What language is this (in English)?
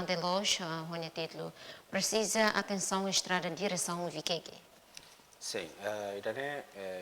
Tetum